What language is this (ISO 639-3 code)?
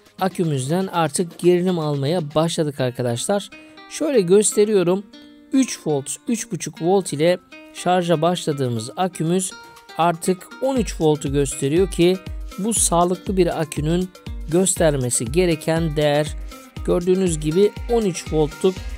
tur